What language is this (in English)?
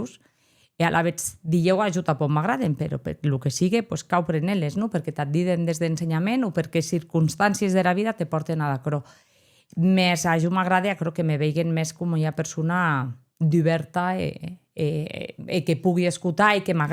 Occitan